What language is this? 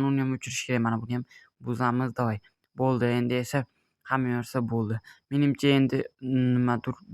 Uzbek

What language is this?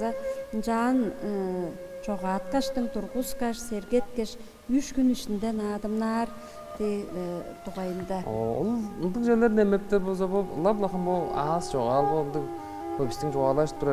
Tuvinian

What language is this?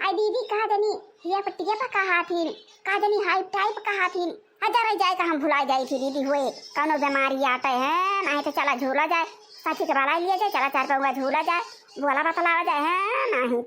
Awadhi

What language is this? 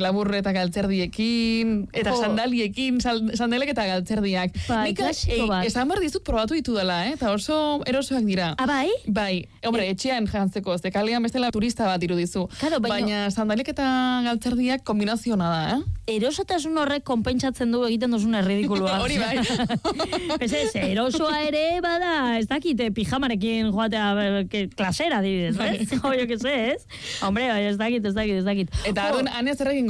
Basque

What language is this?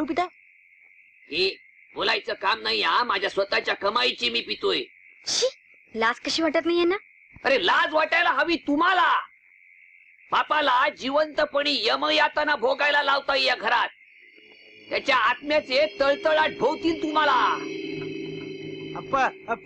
Marathi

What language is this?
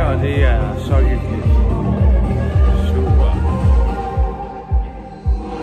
Danish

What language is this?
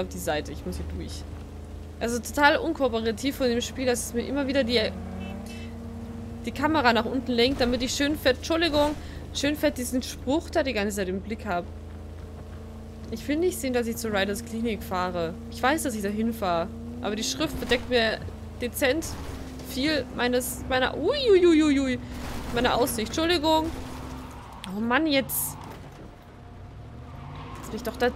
German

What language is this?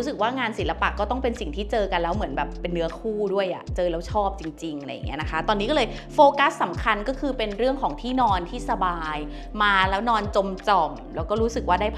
Thai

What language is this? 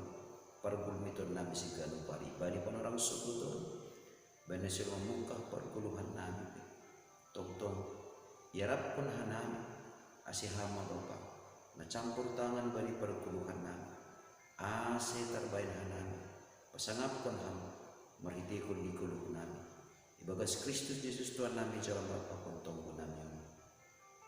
Batak Simalungun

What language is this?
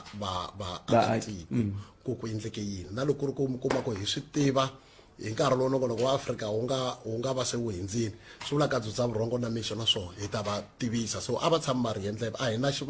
Tsonga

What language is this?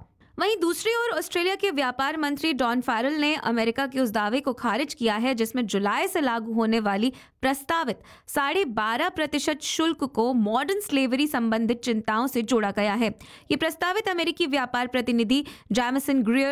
Hindi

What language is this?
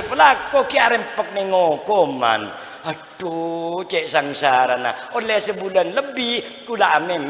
Madurese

